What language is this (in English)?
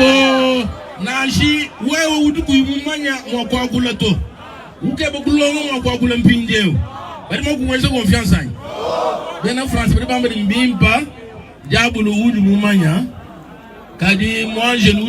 Luba-Lulua